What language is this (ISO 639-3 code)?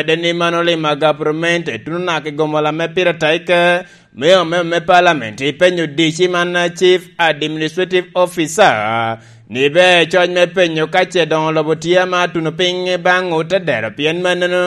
laj